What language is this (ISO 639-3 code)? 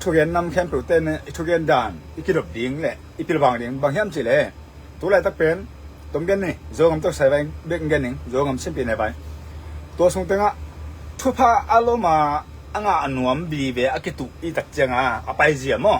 ctd